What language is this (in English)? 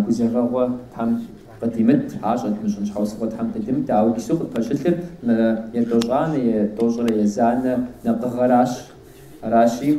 Kabardian